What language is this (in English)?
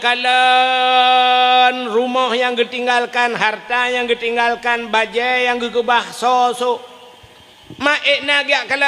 Achinese